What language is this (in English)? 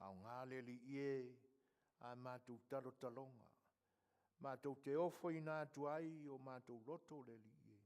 Samoan